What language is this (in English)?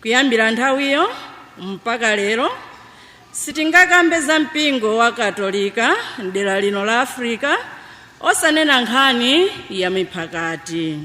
Nyanja